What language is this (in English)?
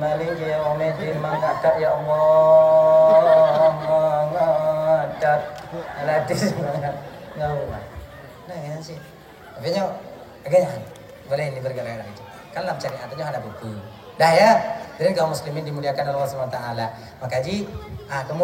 Achinese